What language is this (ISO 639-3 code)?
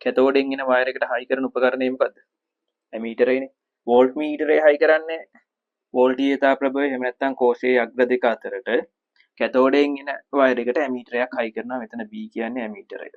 sin